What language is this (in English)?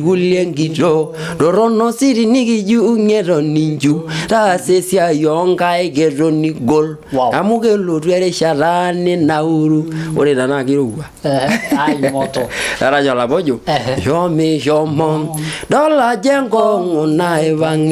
Masai